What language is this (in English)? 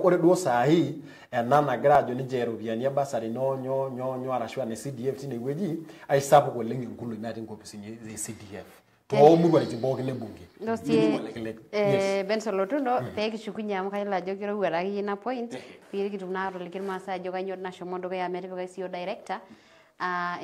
Masai